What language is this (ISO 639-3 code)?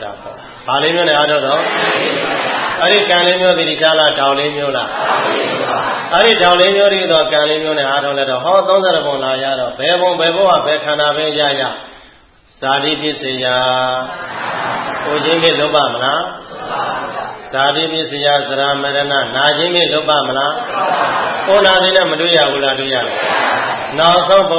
mya